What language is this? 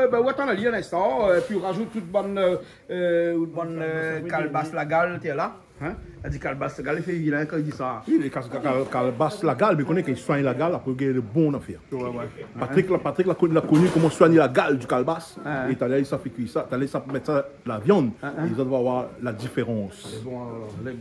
Réunion Creole French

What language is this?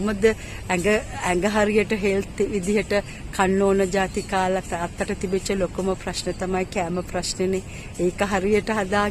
Sinhala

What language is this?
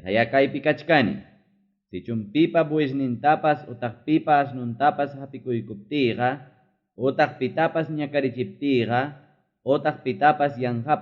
Ayacucho Quechua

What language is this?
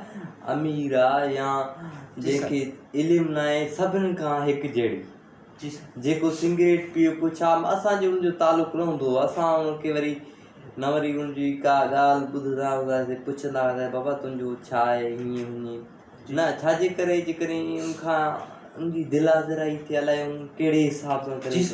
Sindhi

